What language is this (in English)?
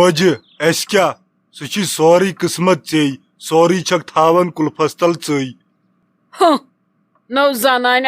Kashmiri